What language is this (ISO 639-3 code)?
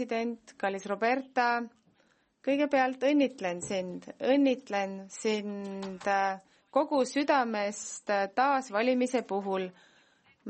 est